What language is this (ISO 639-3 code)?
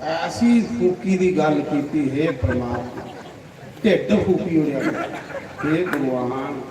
doi